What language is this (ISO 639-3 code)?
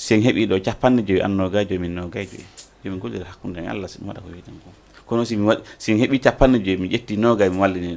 ful